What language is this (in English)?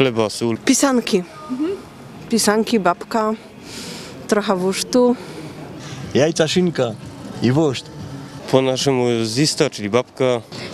Silesian